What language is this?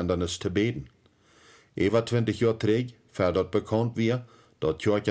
Plautdietsch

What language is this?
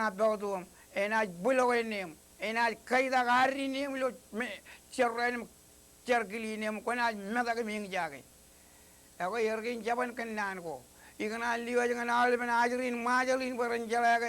Marshallese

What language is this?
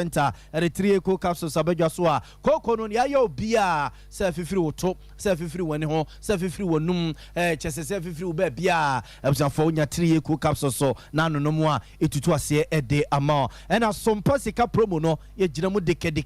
Akan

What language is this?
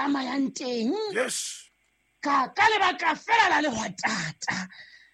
Southern Sotho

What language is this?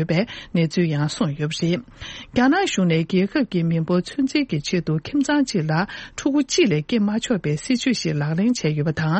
Tibetan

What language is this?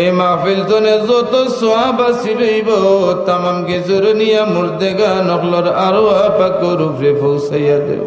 Sylheti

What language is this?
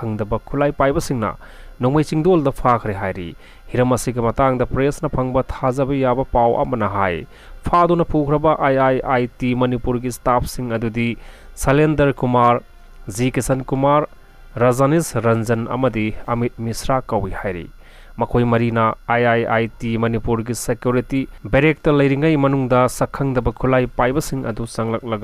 Manipuri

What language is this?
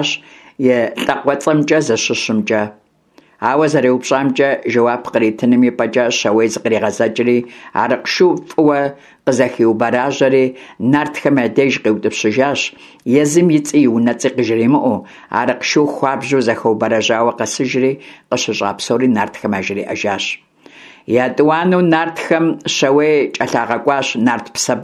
Kabardian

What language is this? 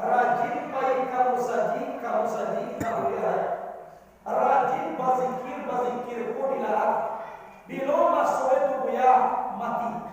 Minangkabau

